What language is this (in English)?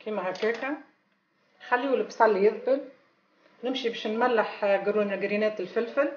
Tunisian Arabic